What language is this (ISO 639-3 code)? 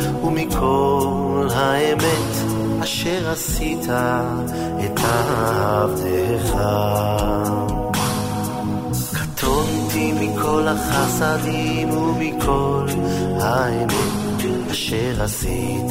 heb